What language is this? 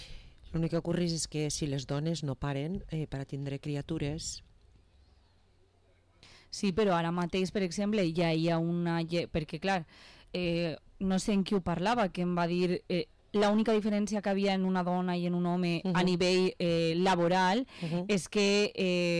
Catalan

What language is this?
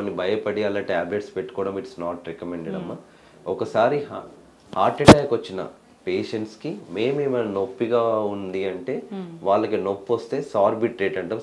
Telugu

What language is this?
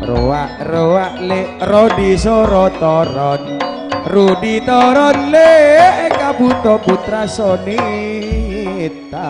Madurese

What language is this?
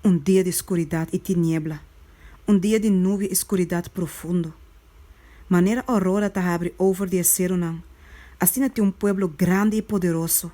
Papiamento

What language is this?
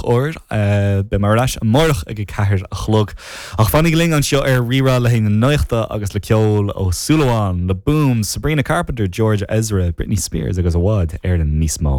Irish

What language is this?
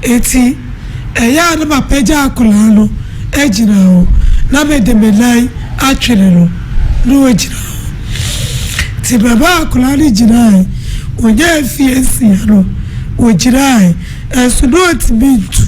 Akan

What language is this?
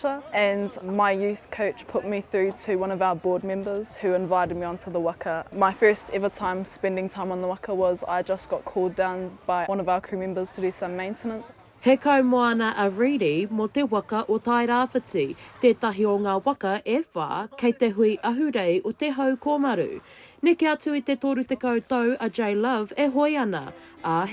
Māori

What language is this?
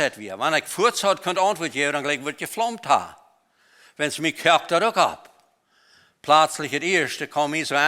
Plautdietsch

